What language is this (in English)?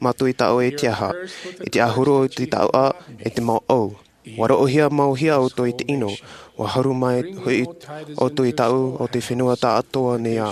Tahitian